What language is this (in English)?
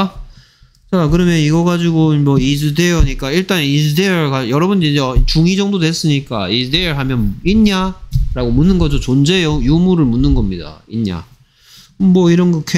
Korean